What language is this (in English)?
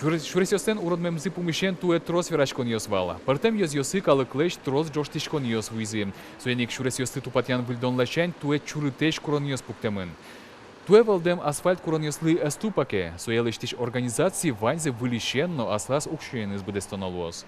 Udmurt